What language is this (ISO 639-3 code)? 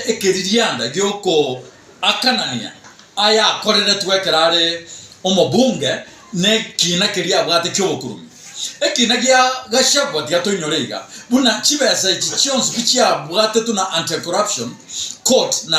guz